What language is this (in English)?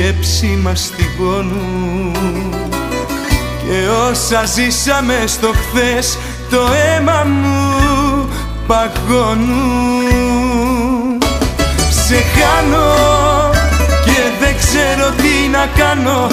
Greek